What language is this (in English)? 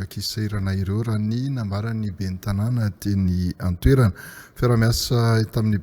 Malagasy